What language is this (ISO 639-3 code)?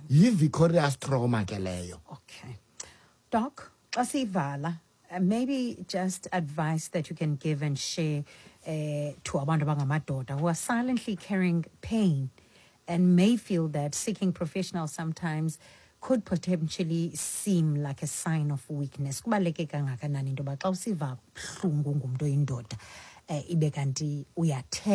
xho